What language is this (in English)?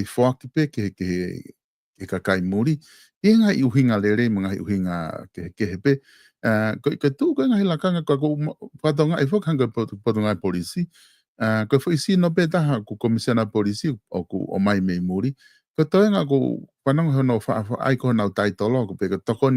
Tongan